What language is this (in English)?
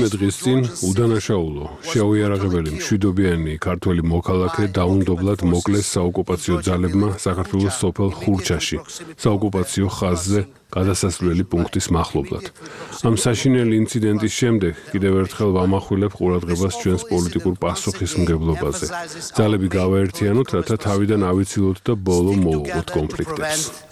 Georgian